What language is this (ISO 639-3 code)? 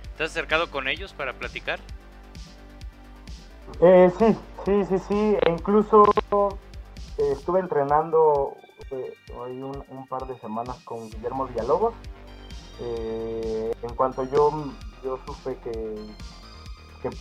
spa